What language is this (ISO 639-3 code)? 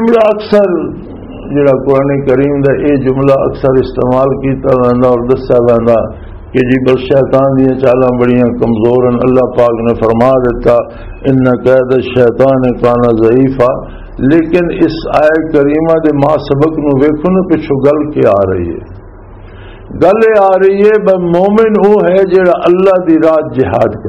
lah